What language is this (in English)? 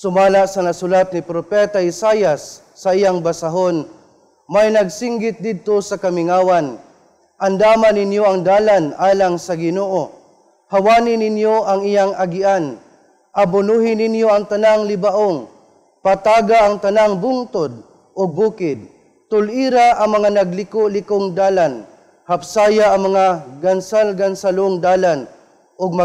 Cebuano